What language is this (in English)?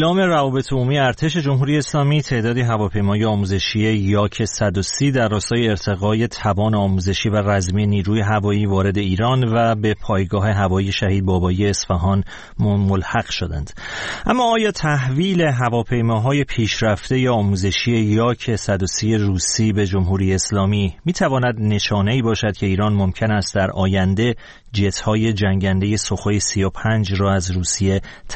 Persian